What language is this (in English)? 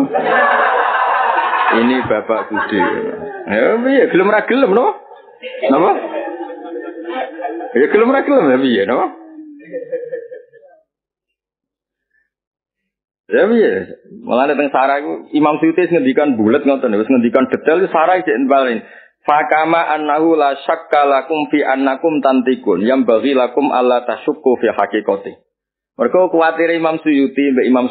Javanese